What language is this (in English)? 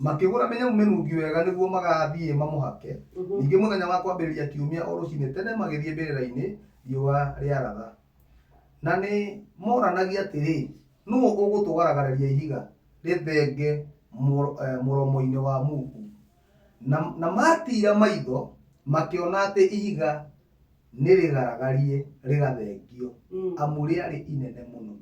Kikuyu